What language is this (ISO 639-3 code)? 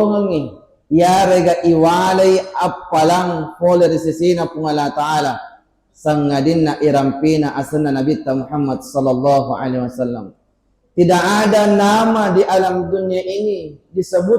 bug